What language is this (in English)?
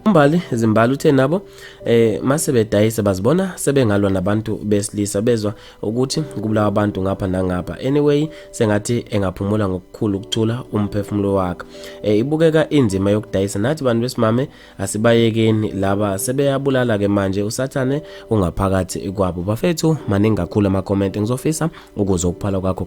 Zulu